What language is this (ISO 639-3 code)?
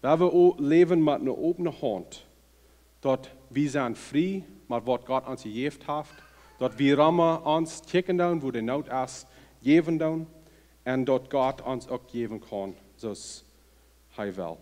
pdt